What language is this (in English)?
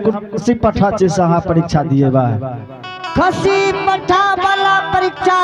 Angika